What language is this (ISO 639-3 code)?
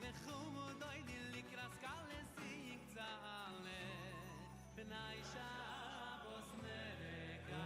yid